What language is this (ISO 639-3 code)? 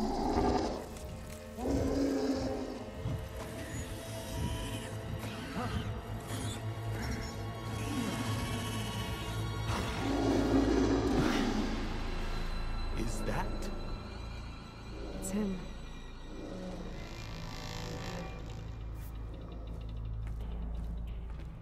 eng